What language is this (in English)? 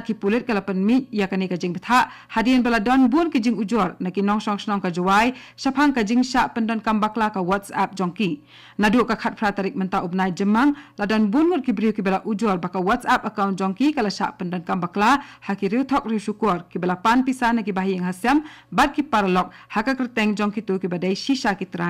Khasi